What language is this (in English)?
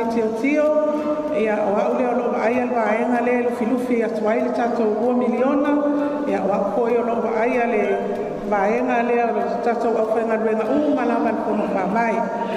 Samoan